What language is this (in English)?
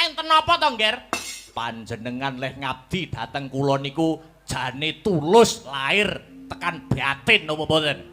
Javanese